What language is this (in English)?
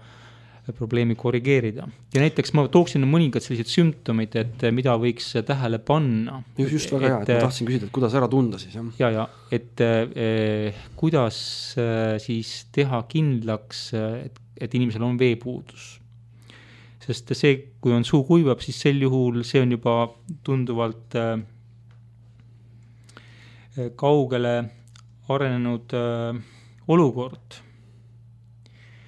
Estonian